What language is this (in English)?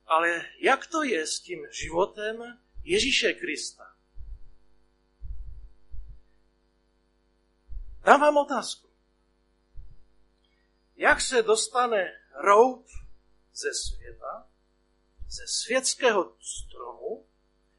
Czech